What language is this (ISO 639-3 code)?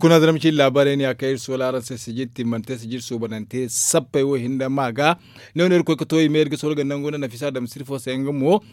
dje